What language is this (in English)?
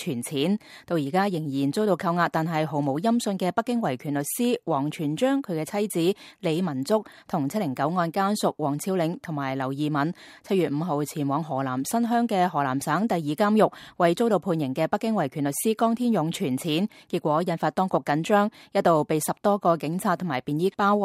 Cantonese